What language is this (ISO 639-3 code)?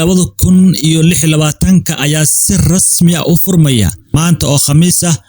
som